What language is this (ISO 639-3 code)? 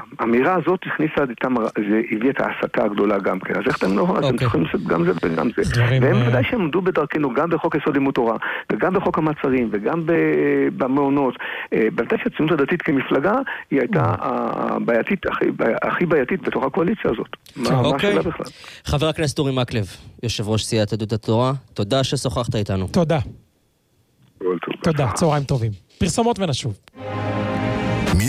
heb